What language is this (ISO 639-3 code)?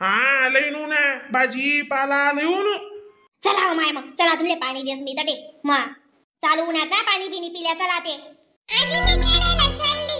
khn